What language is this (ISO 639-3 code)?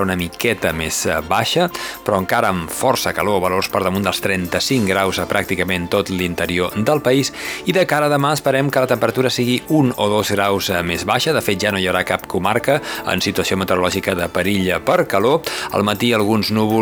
cat